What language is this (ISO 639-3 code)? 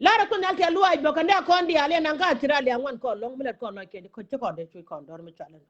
nus